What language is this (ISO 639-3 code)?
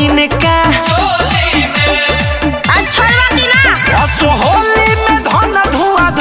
bho